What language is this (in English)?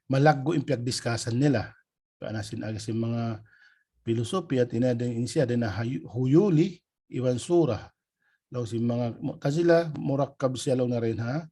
Tausug